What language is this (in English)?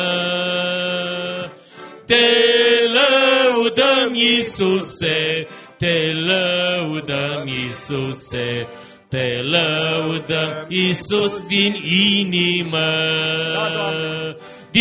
Romanian